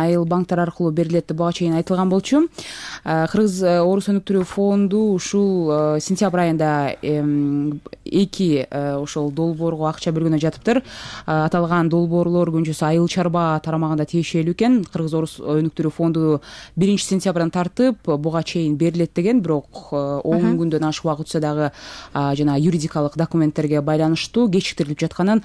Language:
Kyrgyz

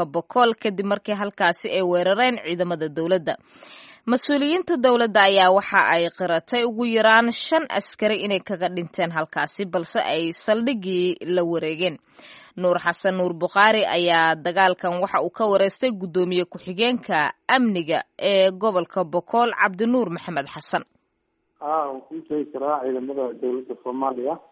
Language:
Somali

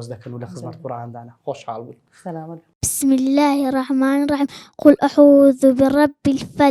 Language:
Central Kurdish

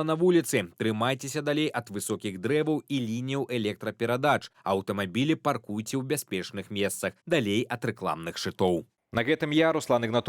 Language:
Belarusian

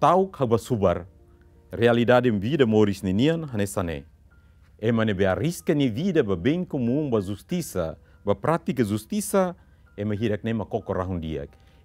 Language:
Tetum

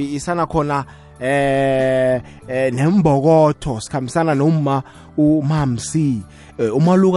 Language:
South Ndebele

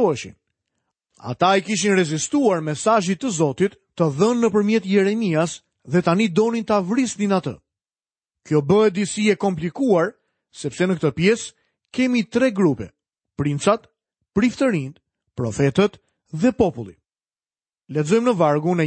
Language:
Albanian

